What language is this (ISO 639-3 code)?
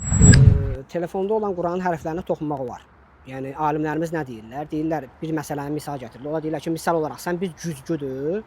aze